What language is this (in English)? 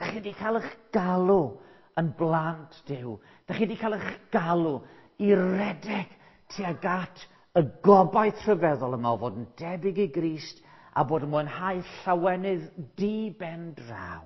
Welsh